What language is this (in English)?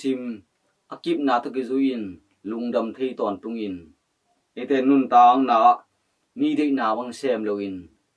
Tedim Chin